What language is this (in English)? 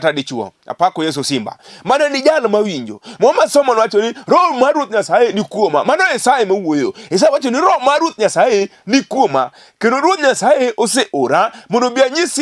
Luo (Kenya and Tanzania)